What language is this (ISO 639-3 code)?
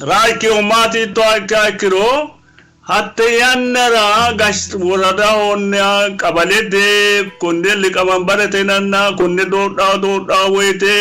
sid